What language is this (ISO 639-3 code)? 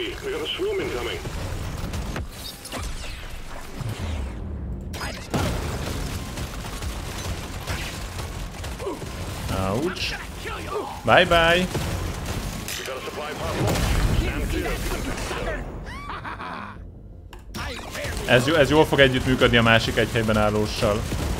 hun